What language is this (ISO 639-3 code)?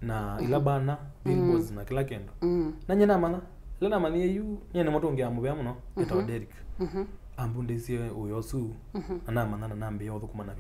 kam